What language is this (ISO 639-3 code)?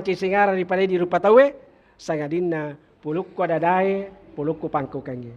bug